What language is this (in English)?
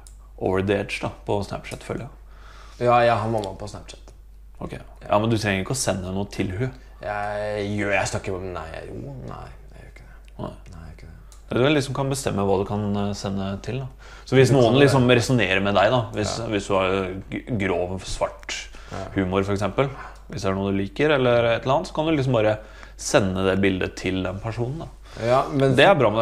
Norwegian